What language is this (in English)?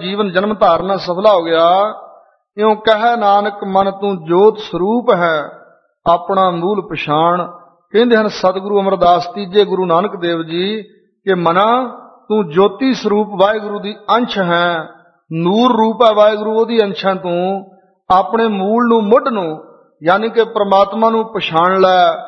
Punjabi